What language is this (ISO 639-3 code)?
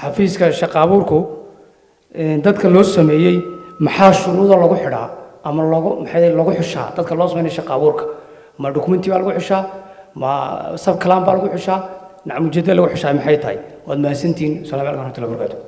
som